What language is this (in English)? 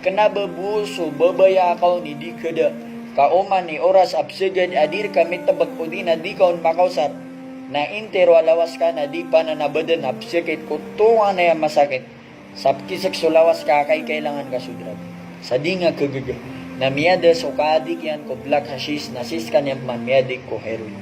Maranao